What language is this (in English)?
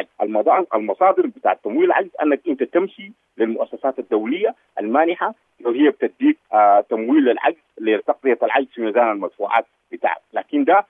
Sudanese Arabic